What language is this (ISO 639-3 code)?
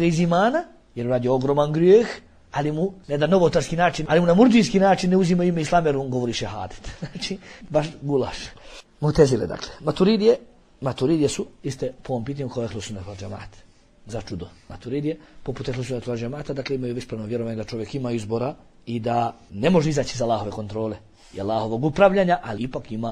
bos